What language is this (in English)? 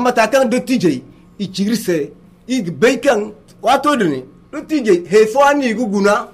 Zarma